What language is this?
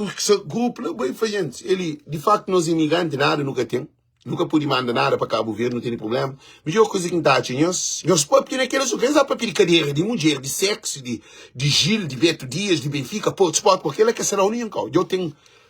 Kabuverdianu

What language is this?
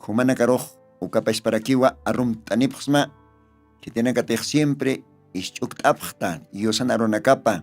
Aymara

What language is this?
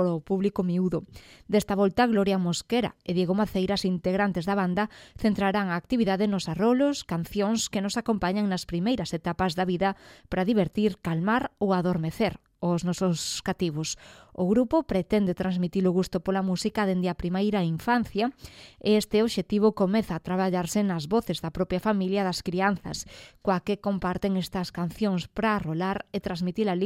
Galician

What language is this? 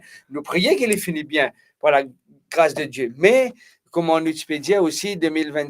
Morisyen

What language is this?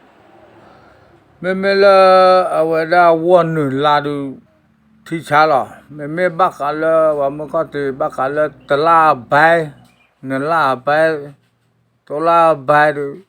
S'gaw Karen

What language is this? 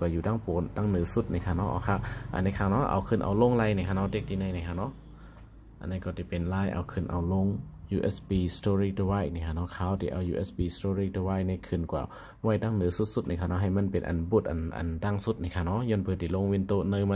Shan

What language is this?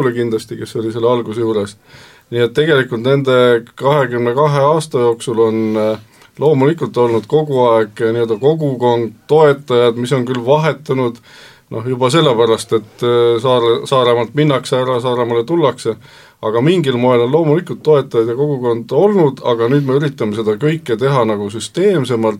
Estonian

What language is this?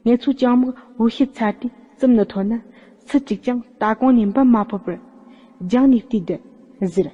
Tibetan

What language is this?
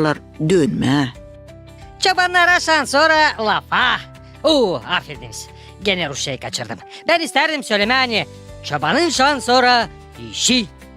Gagauz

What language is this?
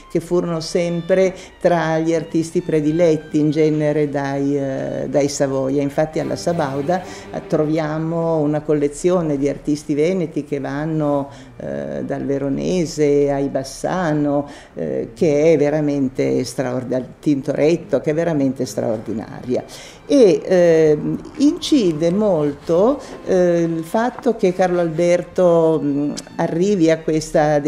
Italian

